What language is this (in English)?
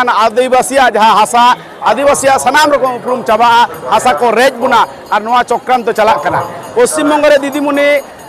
Santali